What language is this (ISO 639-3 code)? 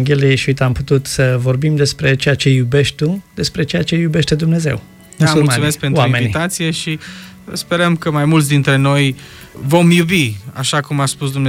ron